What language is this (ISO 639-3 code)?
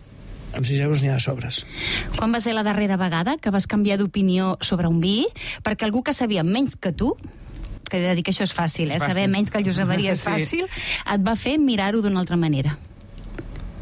cat